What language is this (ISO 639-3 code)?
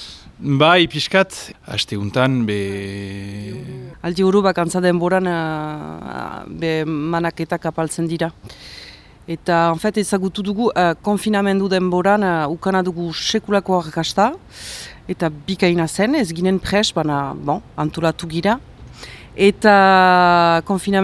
eus